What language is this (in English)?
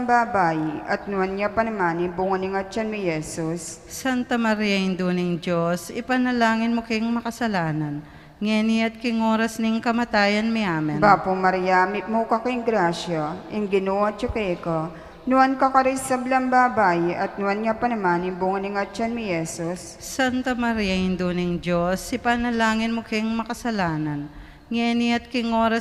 Pampanga